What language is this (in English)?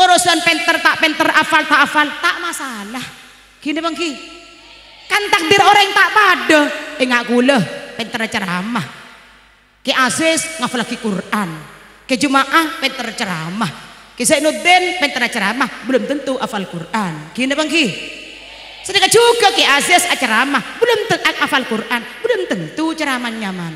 Madurese